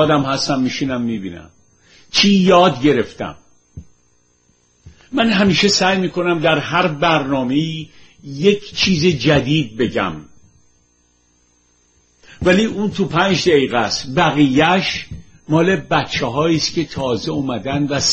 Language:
Persian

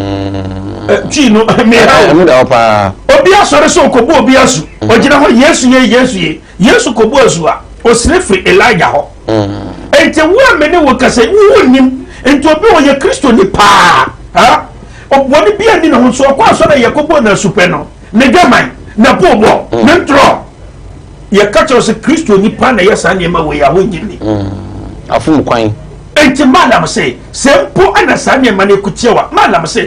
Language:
Akan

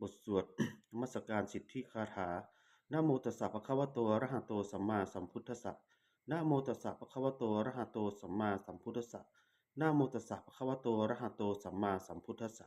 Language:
Pali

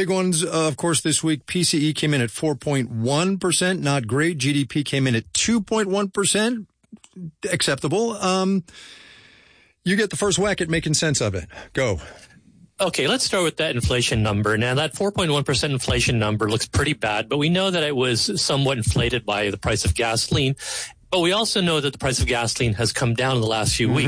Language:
English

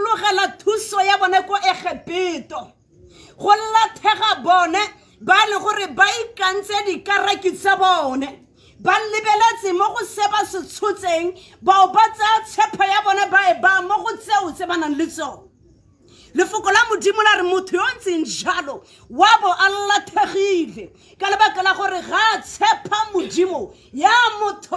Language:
Tswana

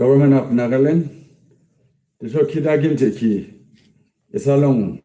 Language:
Yimchungru Naga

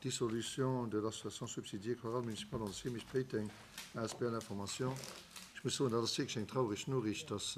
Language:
Luxembourgish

